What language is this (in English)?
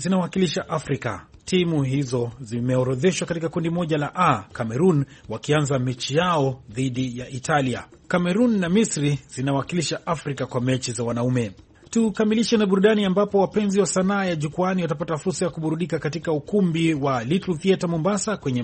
Swahili